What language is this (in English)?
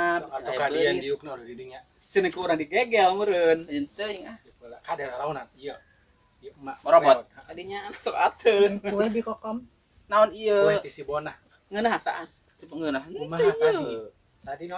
Sundanese